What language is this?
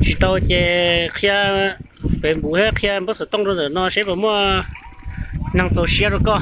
Hmong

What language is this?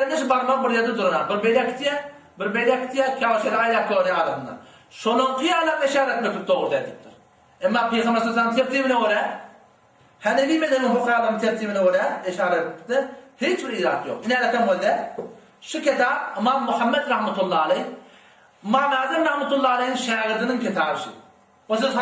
Turkmen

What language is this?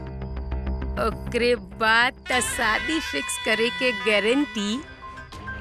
Bhojpuri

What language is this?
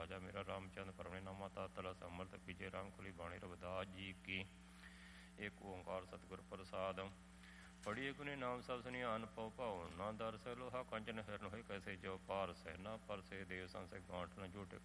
Punjabi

